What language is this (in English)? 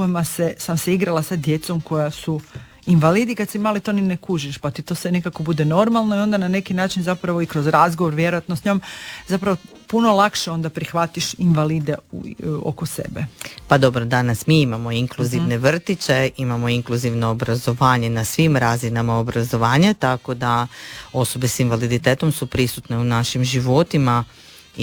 Croatian